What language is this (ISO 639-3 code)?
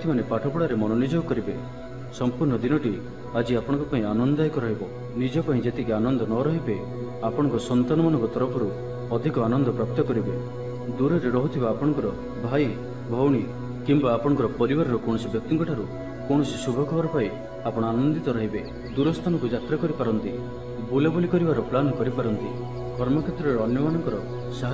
ori